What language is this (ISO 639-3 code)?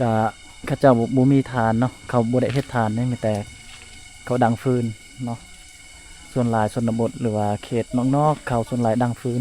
lao